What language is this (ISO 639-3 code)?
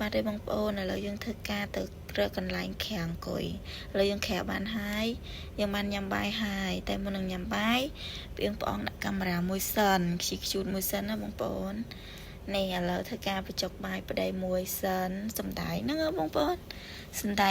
khm